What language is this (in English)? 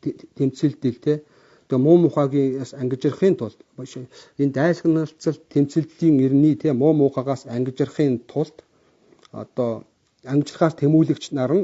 Mongolian